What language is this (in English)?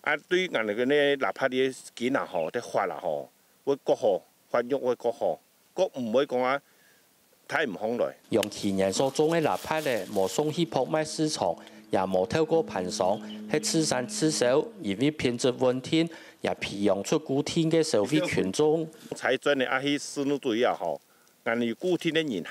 Hakka Chinese